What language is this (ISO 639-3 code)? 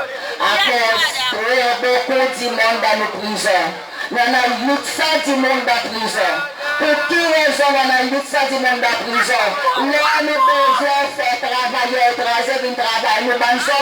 crs